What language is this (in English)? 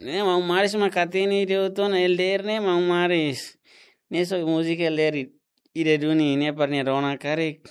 Tetum